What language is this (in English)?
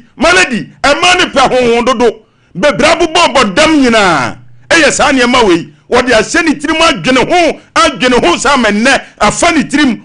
Akan